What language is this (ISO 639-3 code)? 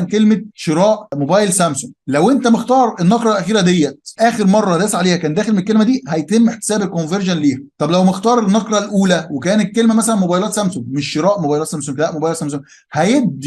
arz